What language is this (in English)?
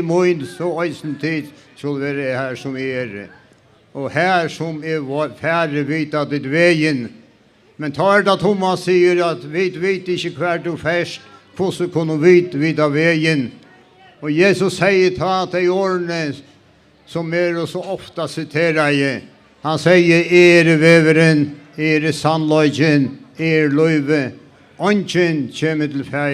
Faroese